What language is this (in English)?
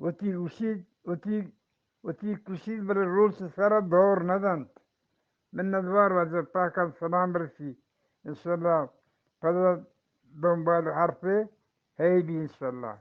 Eastern Balochi